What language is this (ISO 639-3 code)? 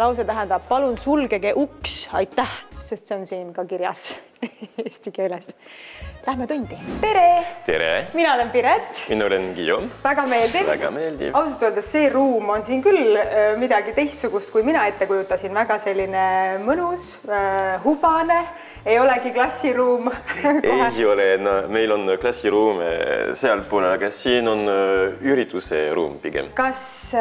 est